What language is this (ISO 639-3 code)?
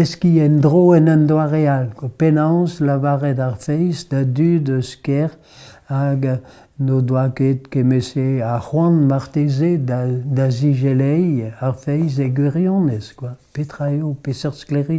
bre